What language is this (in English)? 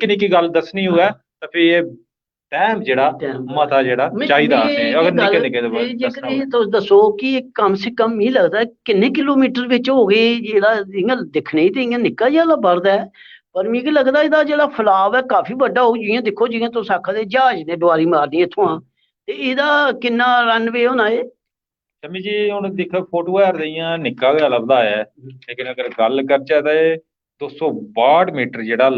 Dogri